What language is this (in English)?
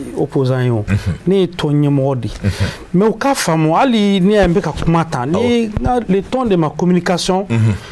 Bambara